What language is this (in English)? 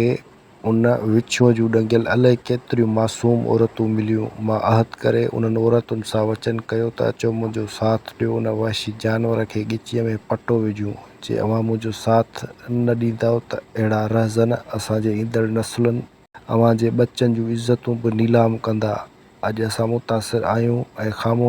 Sindhi